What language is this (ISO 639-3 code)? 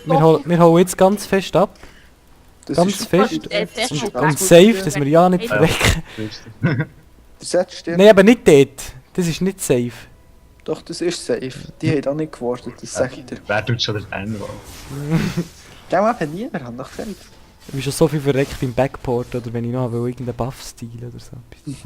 gsw